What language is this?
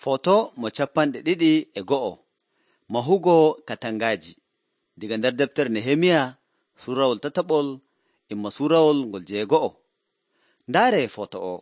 Nigerian Fulfulde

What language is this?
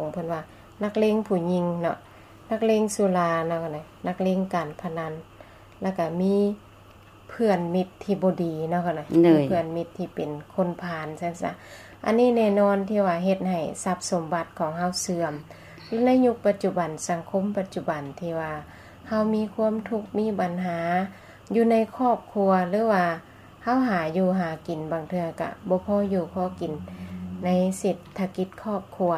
Lao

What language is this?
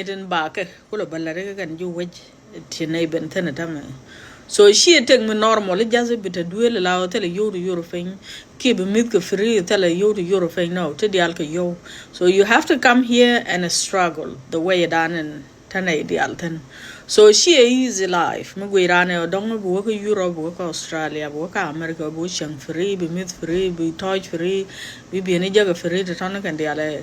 Nuer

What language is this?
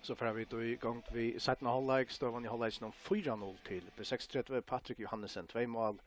Faroese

